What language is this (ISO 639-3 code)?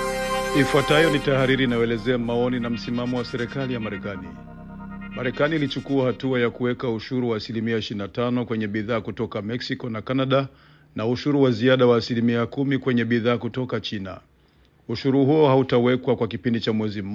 swa